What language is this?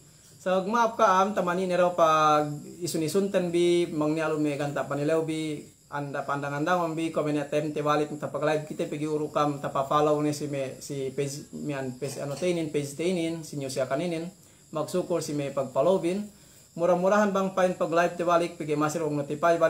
Yakan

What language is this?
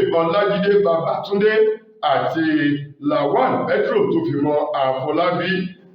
Yoruba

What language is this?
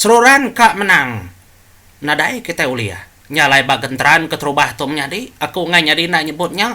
Iban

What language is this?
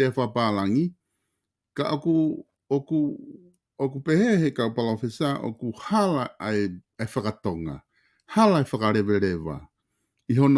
Tongan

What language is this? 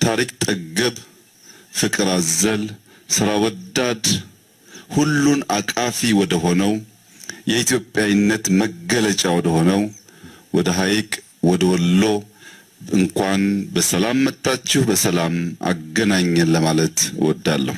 Amharic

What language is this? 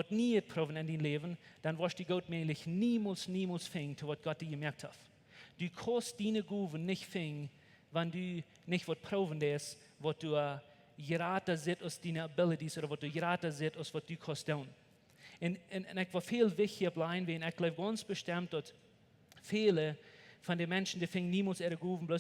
Plautdietsch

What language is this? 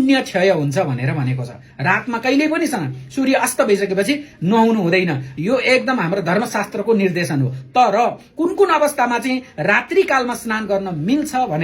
Nepali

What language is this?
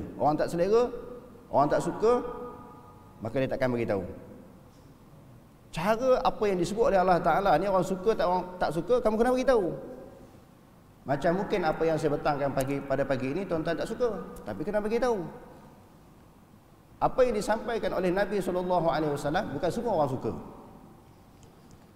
Malay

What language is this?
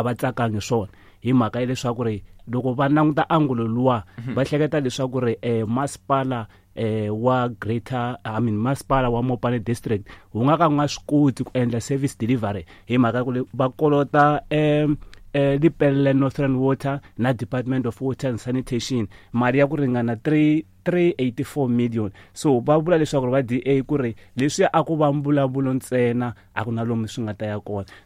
Tsonga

